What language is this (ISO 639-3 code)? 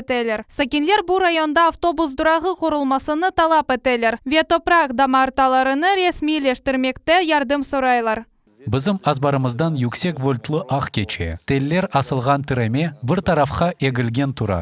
crh